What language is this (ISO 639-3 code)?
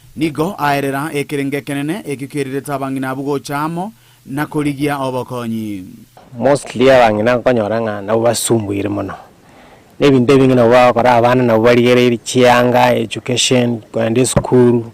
guz